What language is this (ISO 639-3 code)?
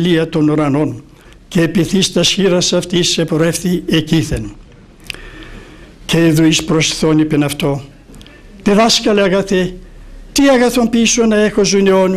ell